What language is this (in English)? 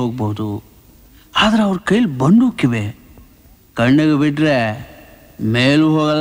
Kannada